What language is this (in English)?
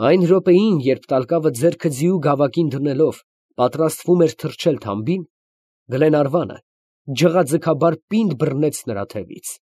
Armenian